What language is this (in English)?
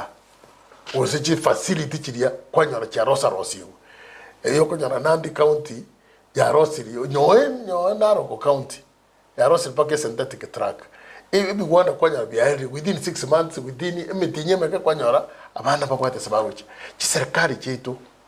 Gusii